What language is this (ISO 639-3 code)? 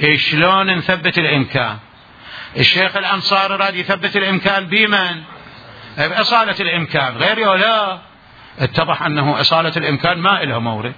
acm